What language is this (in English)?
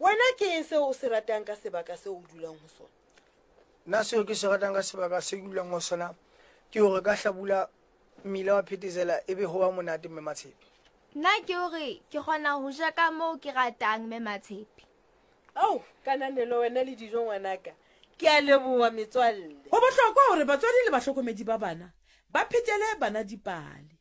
Southern Sotho